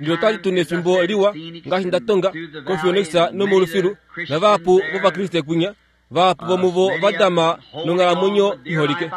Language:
Kuanyama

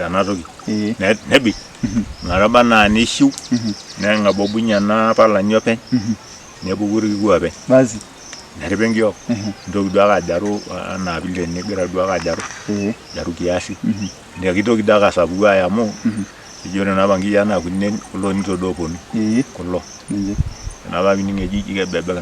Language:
Masai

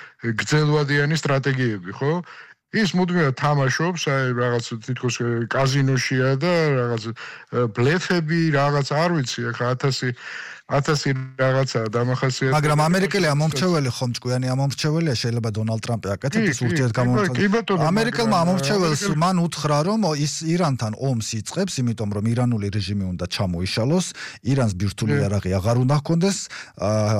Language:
Georgian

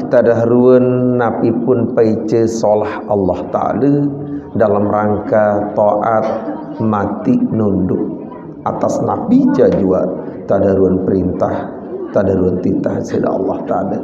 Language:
Sasak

